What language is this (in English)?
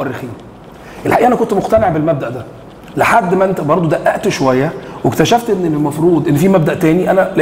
Egyptian Arabic